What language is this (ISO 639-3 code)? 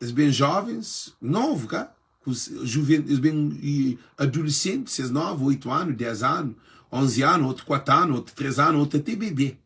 kea